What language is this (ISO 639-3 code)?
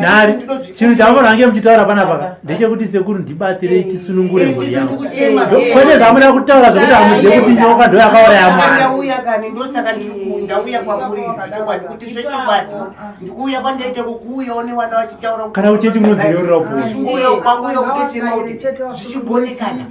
sna